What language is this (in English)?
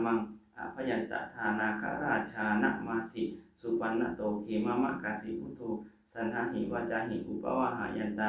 Pali